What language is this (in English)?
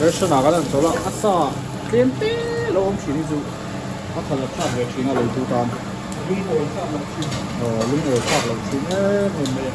Mizo